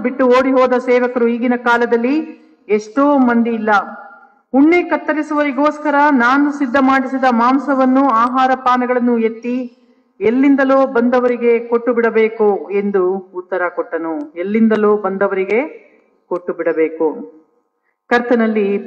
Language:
Kannada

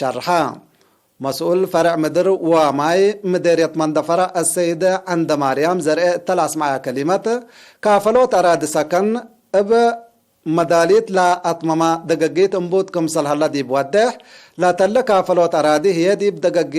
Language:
Tigre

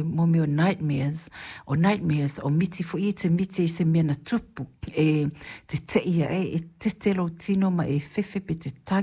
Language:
Samoan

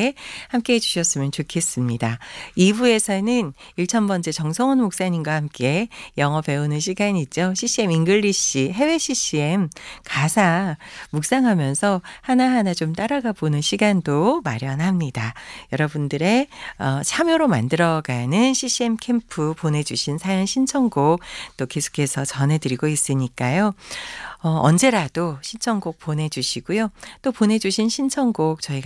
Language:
Korean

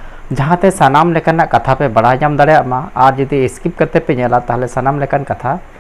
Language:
Santali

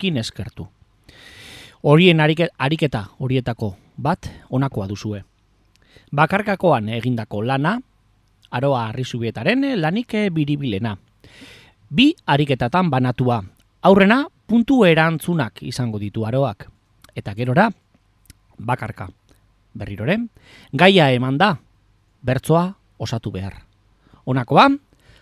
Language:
Basque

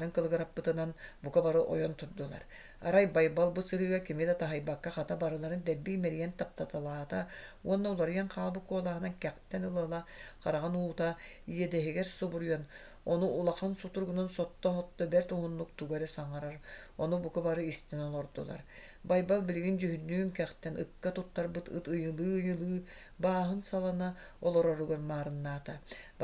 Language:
Yakut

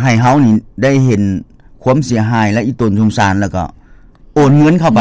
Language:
Lao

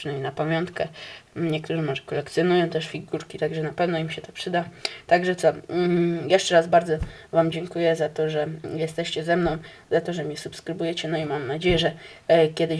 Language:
Polish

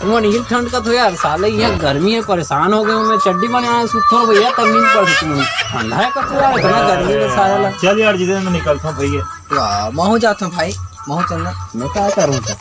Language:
Chhattisgarhi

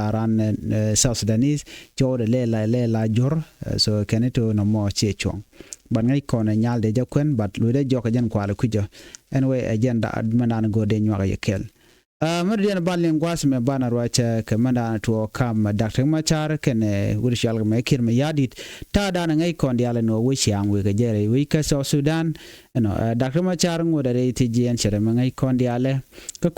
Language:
Nuer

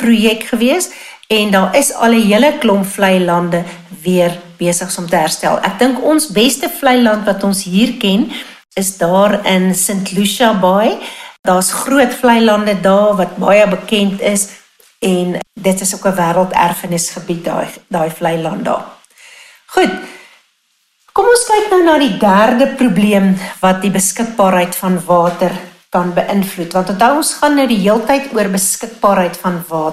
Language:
Afrikaans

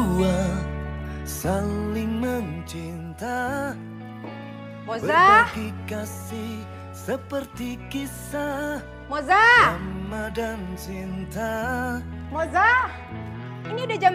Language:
Indonesian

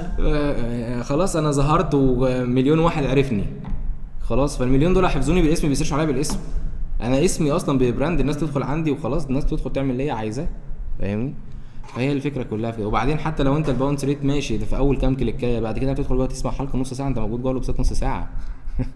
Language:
Egyptian Arabic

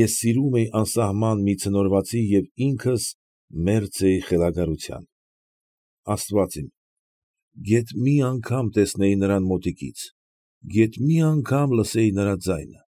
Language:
Armenian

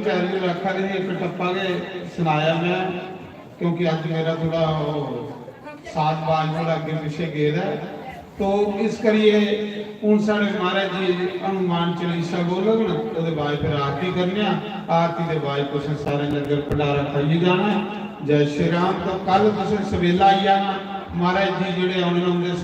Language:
Dogri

